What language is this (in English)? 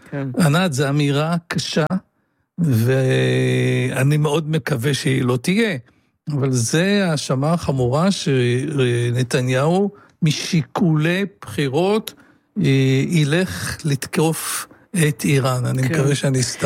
Hebrew